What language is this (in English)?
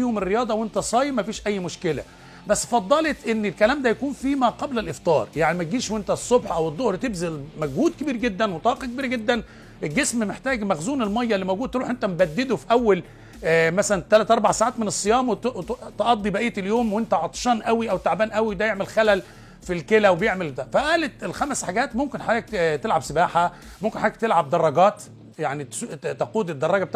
Egyptian Arabic